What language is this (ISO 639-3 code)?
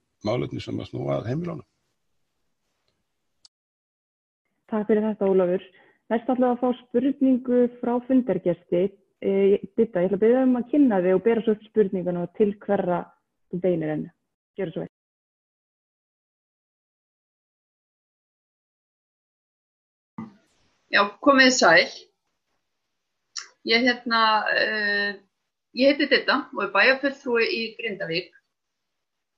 isl